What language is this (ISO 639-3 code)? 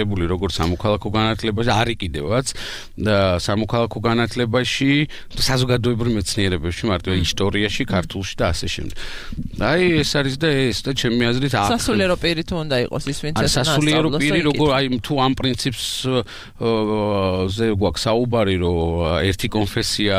kat